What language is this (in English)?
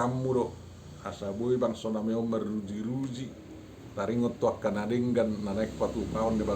Batak Toba